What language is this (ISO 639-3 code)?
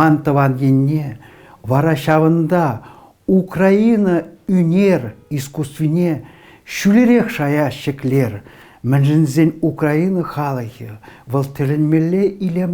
chv